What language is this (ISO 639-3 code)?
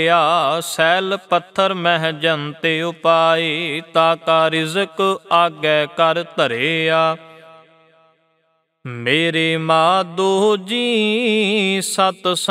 pan